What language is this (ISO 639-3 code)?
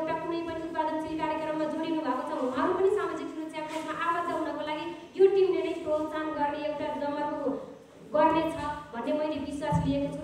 nep